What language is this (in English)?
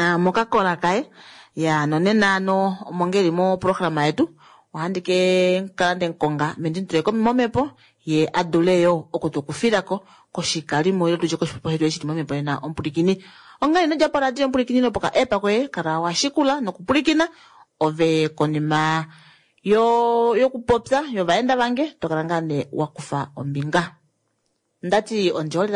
Kuanyama